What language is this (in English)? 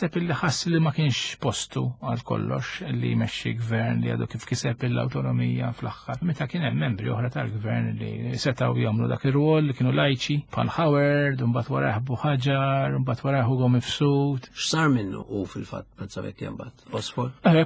Maltese